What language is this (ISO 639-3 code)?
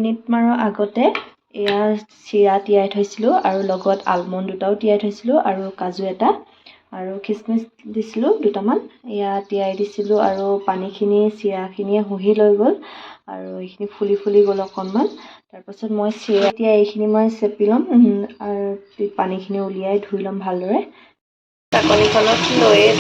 asm